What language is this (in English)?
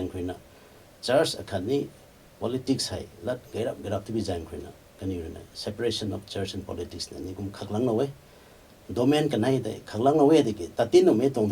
Rongmei Naga